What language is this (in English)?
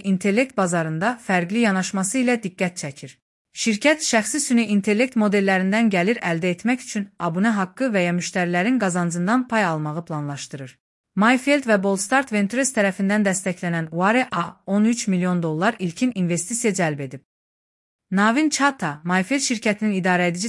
Azerbaijani